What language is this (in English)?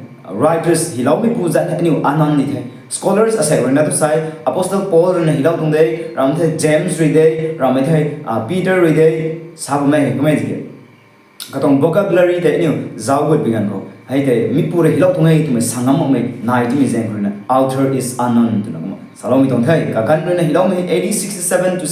Rongmei Naga